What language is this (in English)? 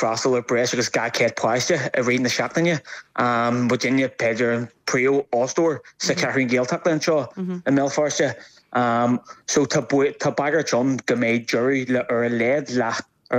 Irish